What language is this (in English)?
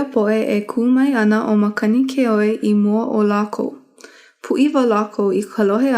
Hawaiian